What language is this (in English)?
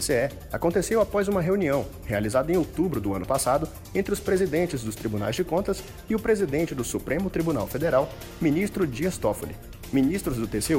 Portuguese